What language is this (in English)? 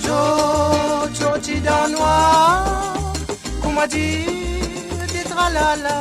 Morisyen